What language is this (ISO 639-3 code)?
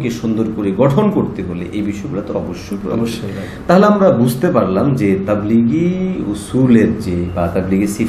ben